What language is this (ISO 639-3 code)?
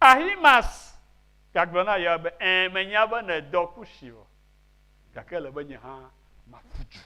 ewe